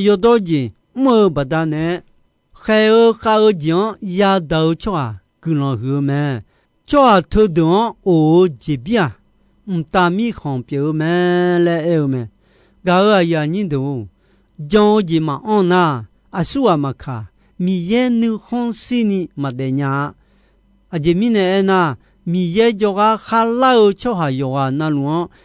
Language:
Akha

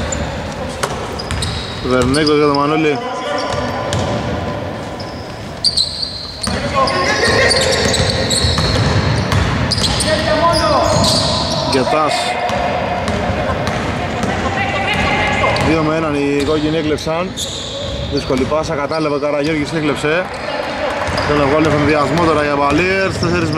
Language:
Greek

